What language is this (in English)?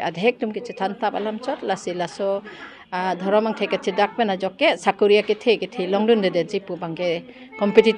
Karbi